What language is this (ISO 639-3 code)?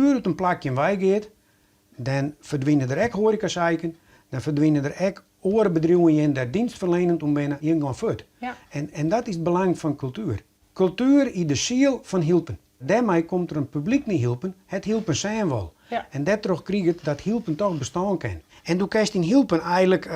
fry